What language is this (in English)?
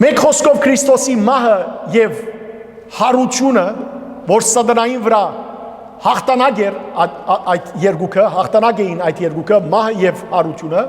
Western Armenian